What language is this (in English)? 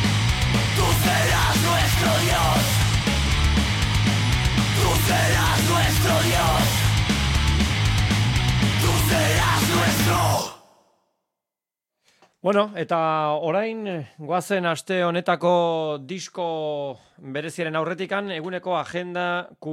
Basque